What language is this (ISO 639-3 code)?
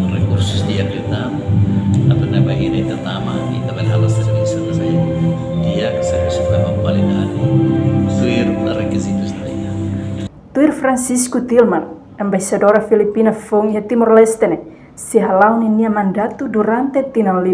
tet